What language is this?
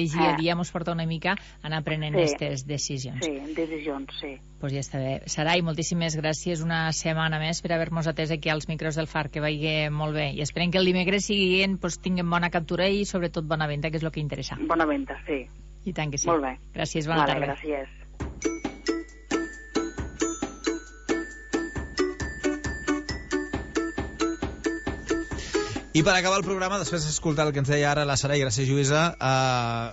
Catalan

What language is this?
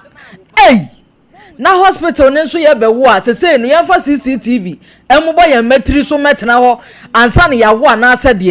Akan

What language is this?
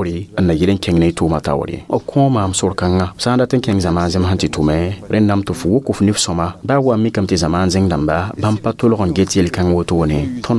Mossi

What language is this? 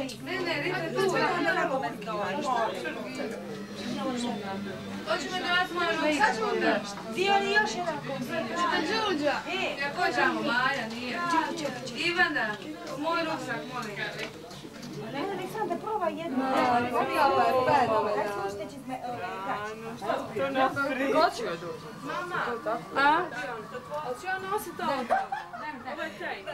Croatian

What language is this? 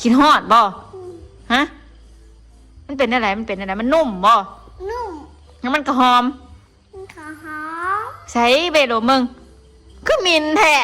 Northeastern Thai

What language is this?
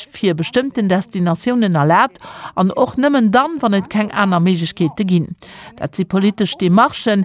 Luxembourgish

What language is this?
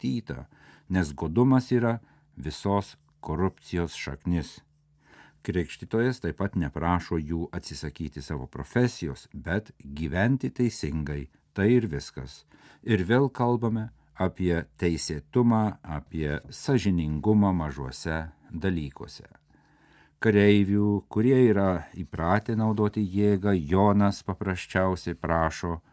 Lithuanian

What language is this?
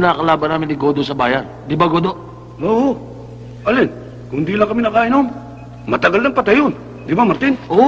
Filipino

